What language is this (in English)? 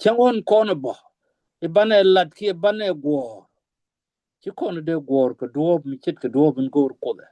Nuer